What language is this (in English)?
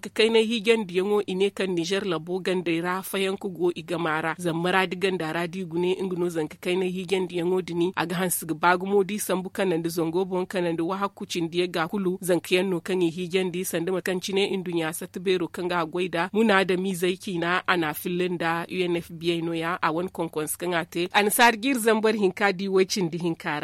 Zarma